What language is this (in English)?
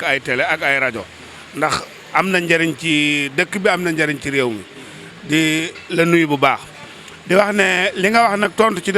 Wolof